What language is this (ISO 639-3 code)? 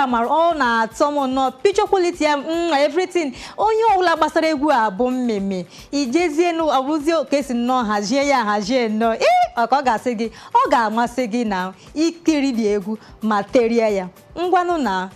ibo